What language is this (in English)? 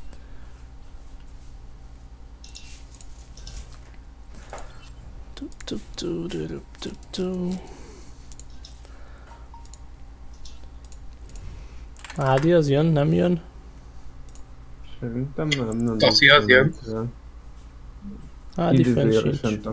Hungarian